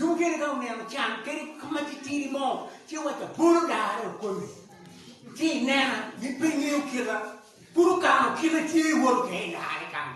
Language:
Acoli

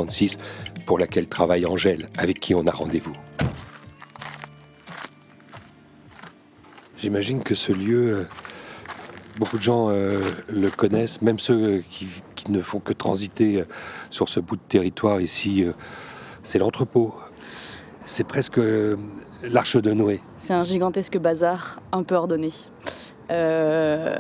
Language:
French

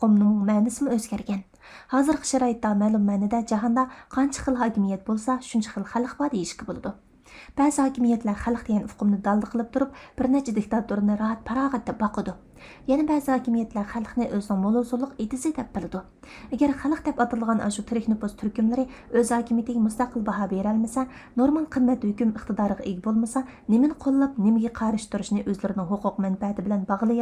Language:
Uyghur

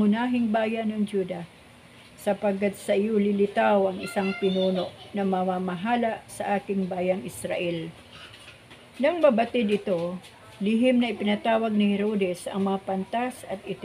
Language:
Filipino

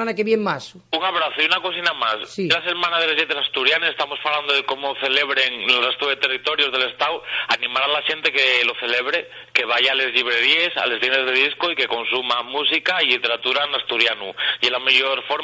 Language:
Asturian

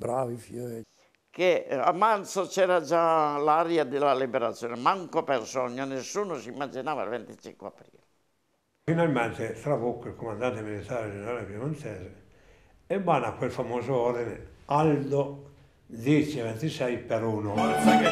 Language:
Italian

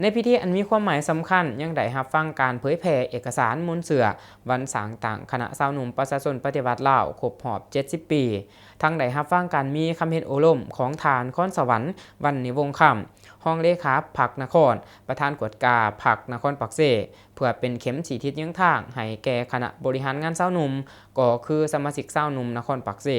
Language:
Lao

